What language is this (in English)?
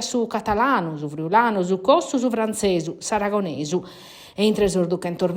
Sardinian